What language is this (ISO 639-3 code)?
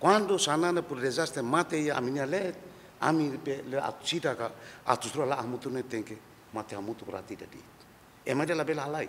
tet